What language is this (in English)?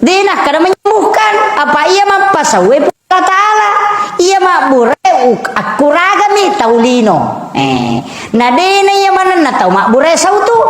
Buginese